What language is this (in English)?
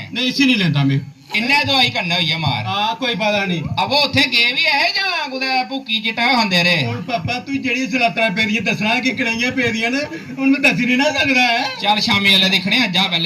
Dogri